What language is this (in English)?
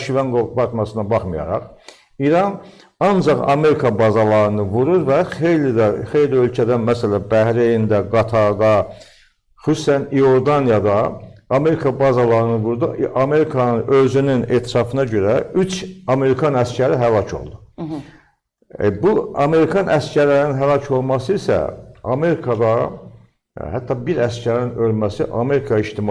Azerbaijani